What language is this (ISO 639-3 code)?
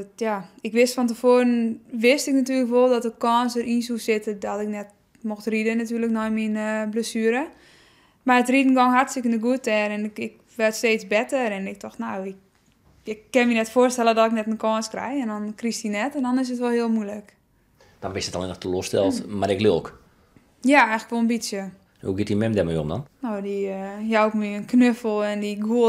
fry